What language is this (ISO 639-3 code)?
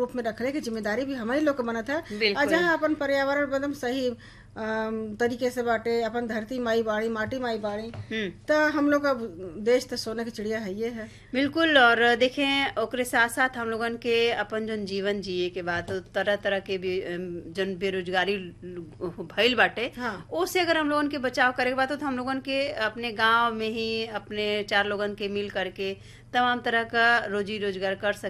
bho